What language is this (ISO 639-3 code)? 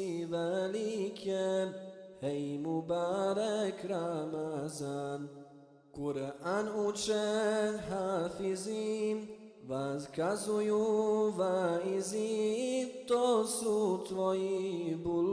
bos